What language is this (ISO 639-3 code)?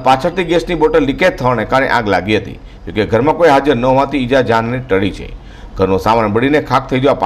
guj